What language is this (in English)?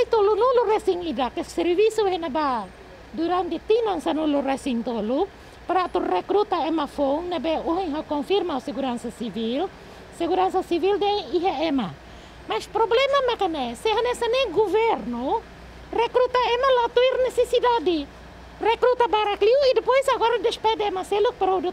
Tetum